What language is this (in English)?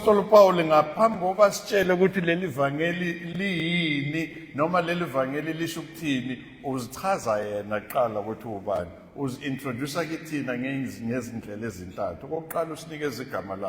Zulu